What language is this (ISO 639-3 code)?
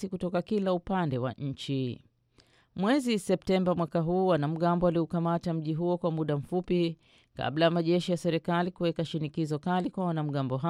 swa